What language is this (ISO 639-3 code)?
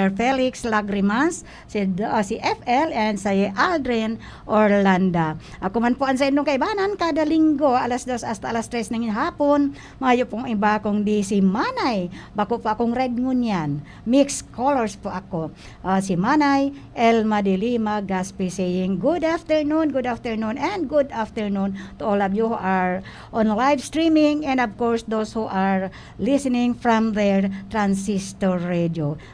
bik